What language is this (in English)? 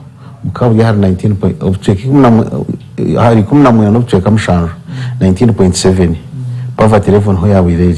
Nyankole